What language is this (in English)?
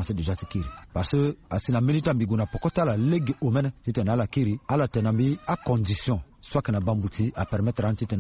Sango